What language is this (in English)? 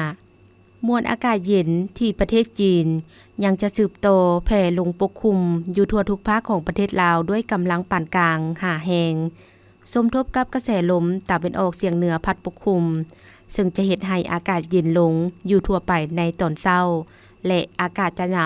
Lao